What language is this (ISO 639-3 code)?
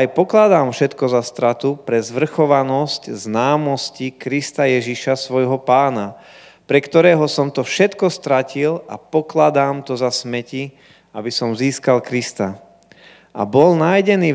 slk